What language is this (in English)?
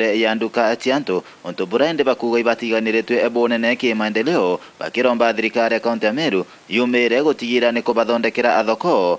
Meru